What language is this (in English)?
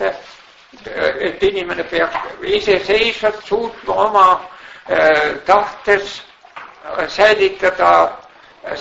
Estonian